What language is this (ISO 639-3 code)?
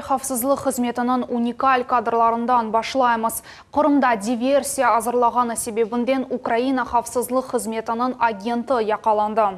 crh